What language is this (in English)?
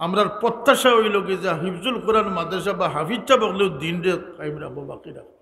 Sylheti